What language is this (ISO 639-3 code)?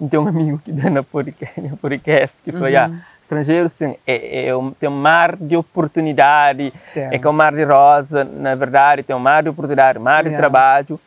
kea